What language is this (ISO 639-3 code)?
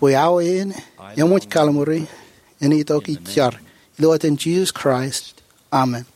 mah